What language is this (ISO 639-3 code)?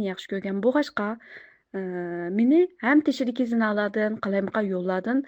uig